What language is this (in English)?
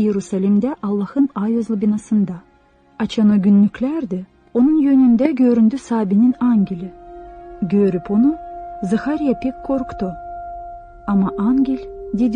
Gagauz